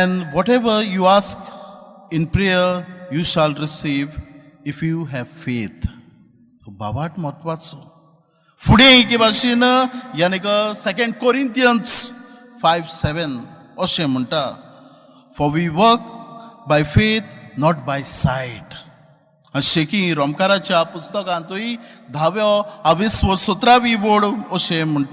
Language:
Konkani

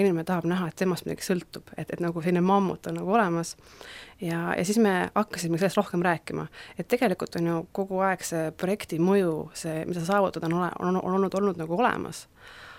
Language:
Estonian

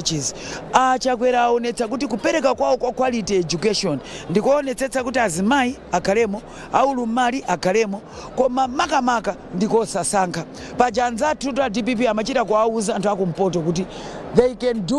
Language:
Nyanja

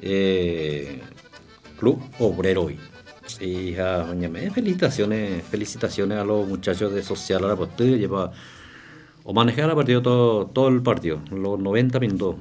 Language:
Guarani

